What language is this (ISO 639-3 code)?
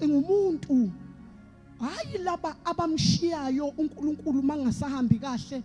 zul